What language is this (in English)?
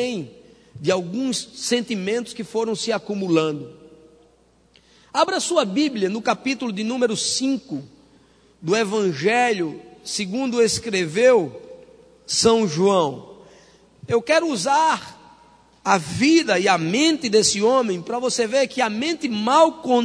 Portuguese